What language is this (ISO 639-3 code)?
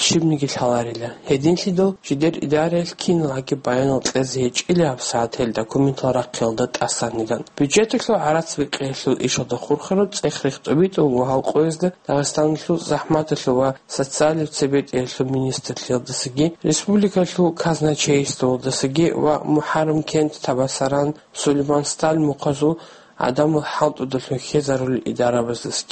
ava